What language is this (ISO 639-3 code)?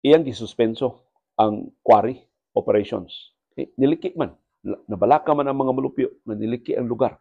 ceb